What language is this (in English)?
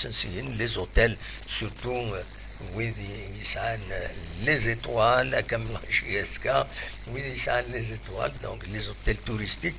Kabyle